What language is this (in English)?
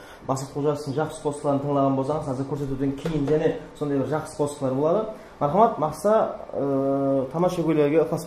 Kara-Kalpak